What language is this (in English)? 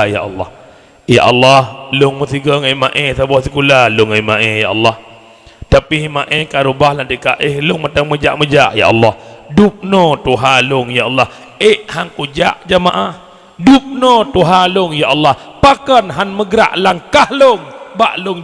Achinese